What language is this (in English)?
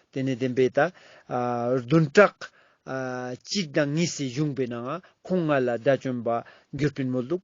Ladakhi